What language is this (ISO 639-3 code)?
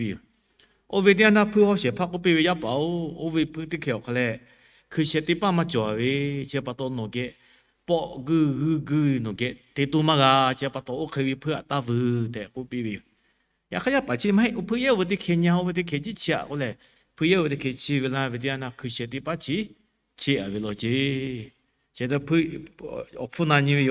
lhu